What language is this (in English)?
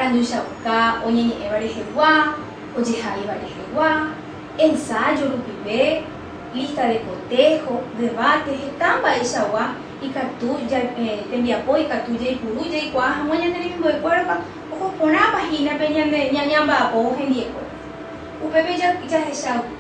Guarani